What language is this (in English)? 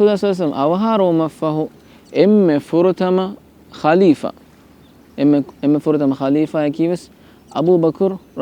Divehi